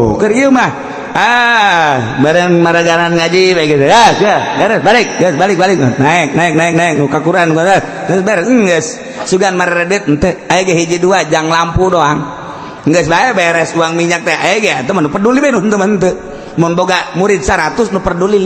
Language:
Sundanese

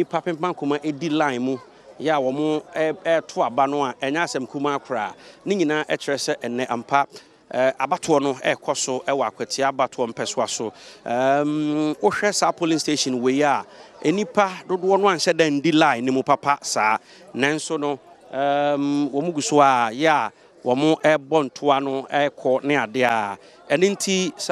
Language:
Akan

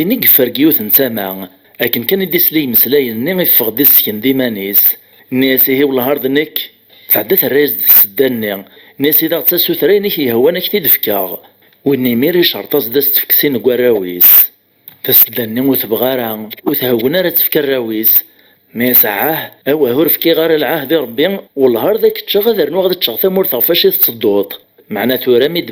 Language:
Kabyle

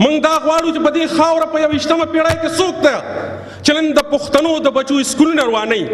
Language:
Pashto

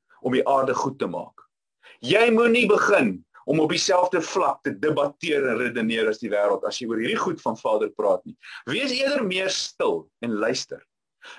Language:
Afrikaans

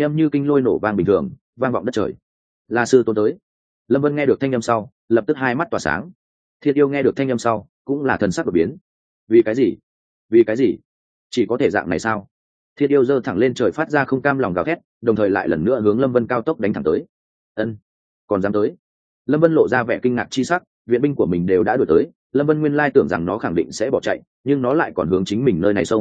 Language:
Vietnamese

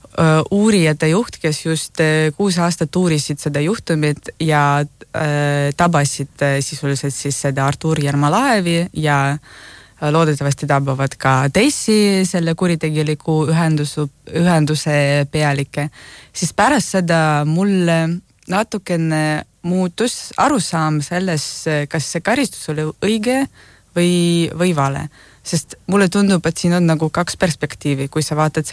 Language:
Estonian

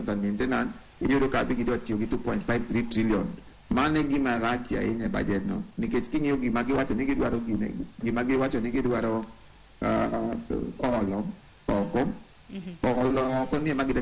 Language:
Luo (Kenya and Tanzania)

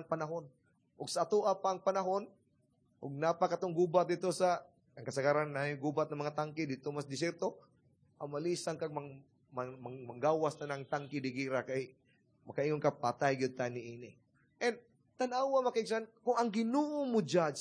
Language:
Cebuano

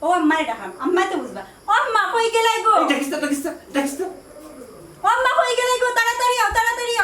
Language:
Sylheti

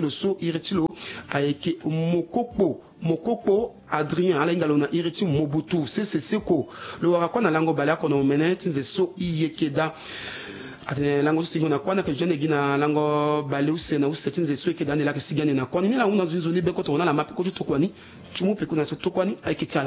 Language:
Sango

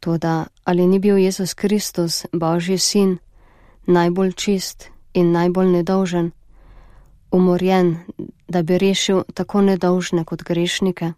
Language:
Slovenian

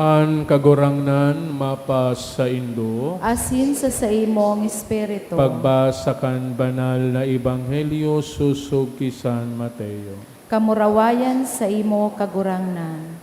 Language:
Bikol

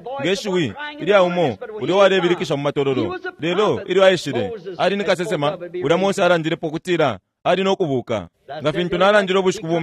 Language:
Bemba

